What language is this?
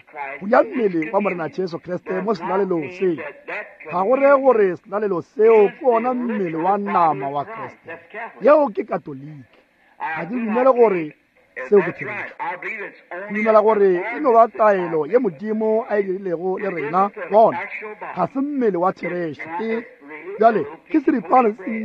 Northern Sotho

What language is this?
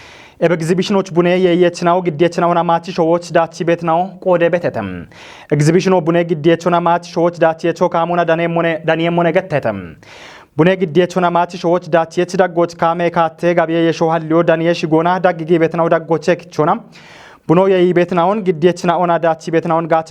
Kafa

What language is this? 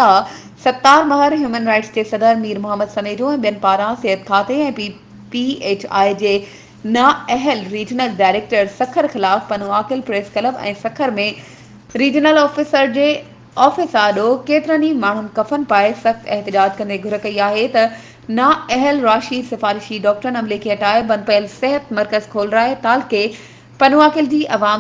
Sindhi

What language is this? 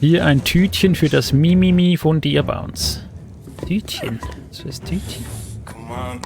Swiss German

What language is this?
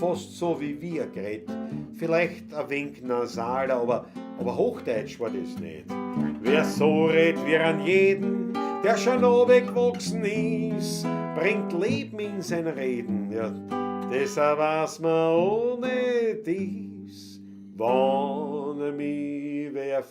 Bavarian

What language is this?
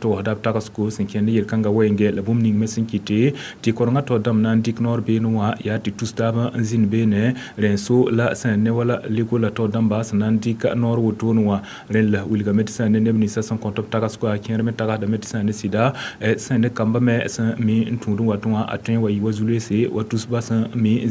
Mossi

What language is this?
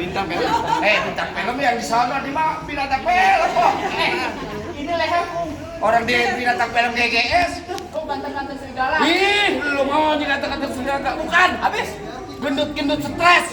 Betawi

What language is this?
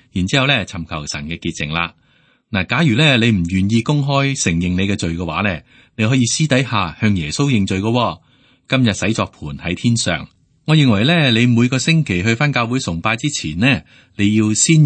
Cantonese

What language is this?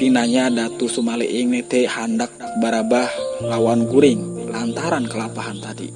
Banjar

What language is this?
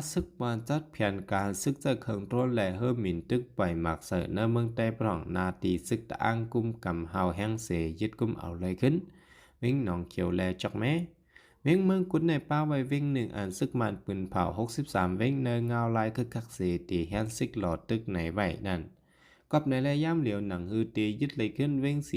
Shan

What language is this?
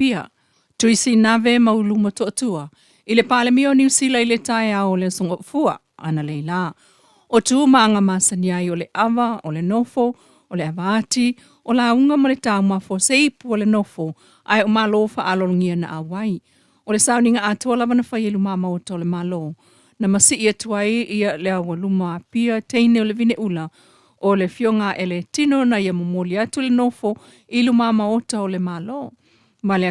Samoan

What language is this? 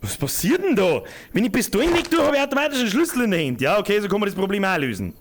Bavarian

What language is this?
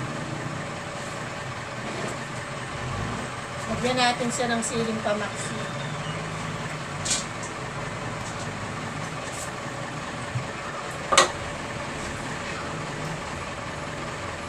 Filipino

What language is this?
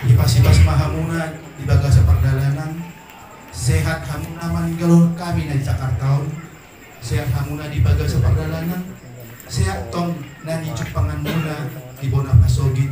Batak Toba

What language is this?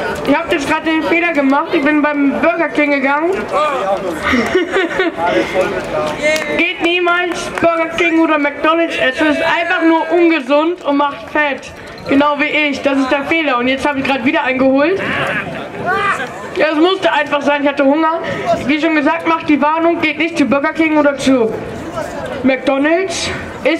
German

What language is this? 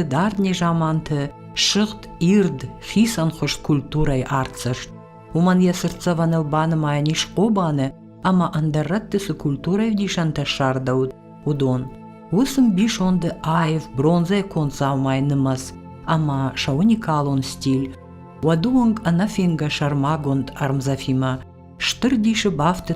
Ossetic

